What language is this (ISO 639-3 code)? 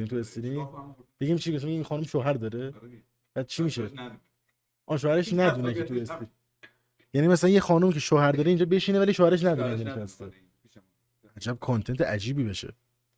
fas